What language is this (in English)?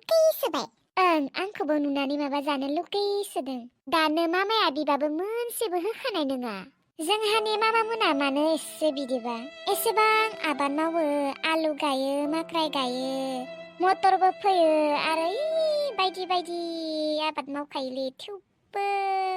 Bodo